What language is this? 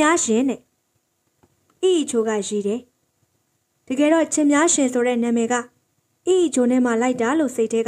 Burmese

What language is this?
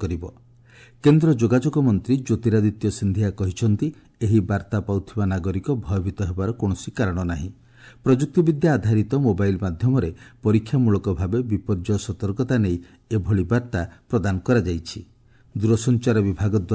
Odia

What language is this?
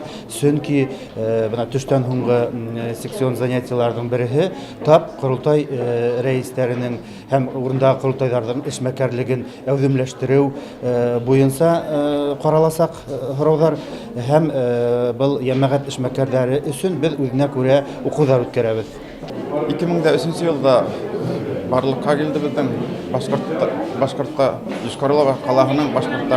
Bashkir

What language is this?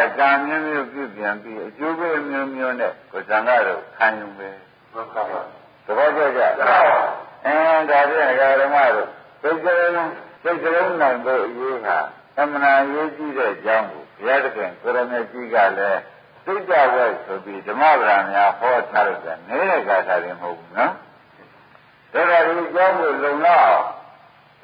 Burmese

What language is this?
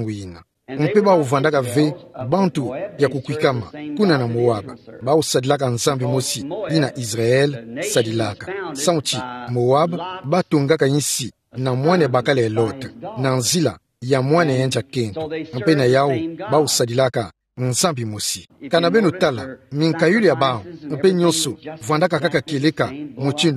Kituba (Democratic Republic of Congo)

